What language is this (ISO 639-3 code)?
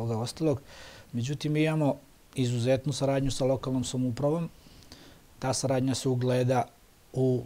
srp